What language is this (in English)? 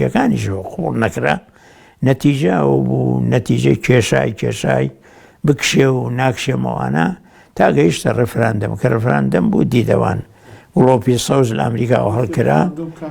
Central Kurdish